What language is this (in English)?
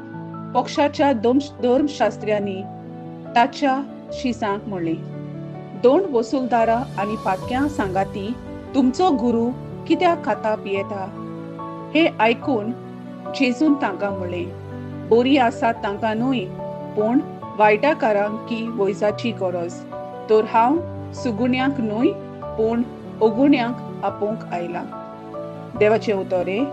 Konkani